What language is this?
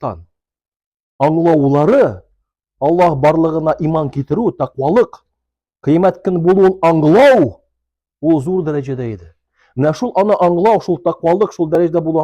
Tatar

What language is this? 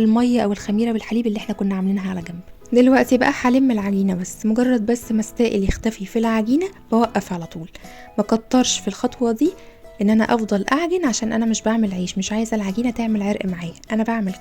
Egyptian Arabic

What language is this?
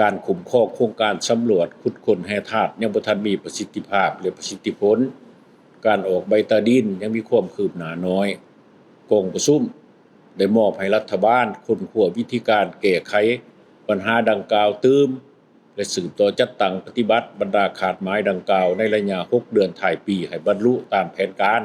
Lao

